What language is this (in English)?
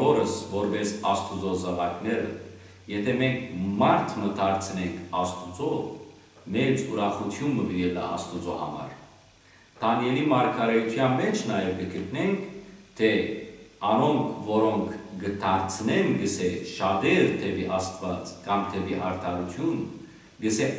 Western Armenian